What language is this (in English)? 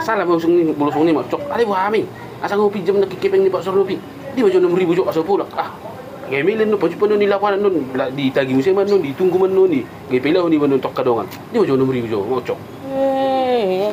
Batak Toba